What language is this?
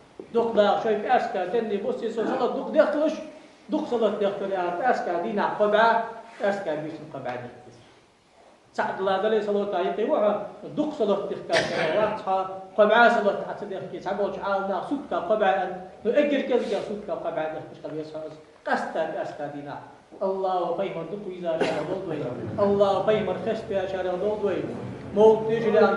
Ingush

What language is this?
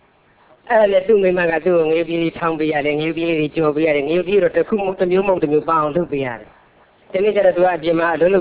Burmese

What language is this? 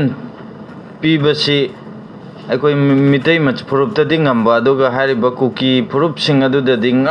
Manipuri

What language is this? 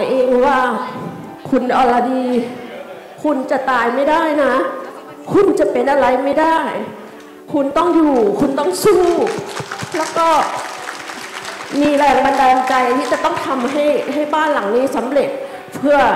Thai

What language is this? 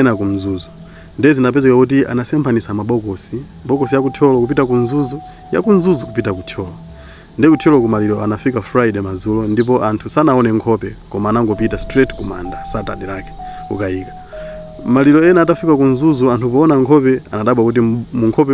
Nyanja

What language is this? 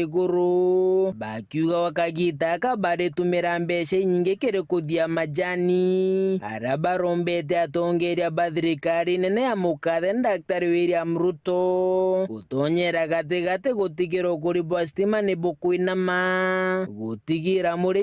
Meru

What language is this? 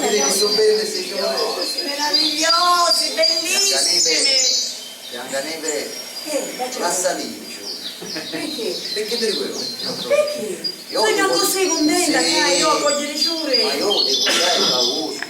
Sicilian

